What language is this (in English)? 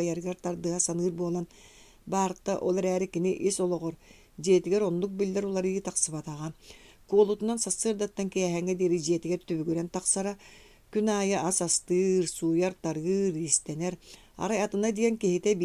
Yakut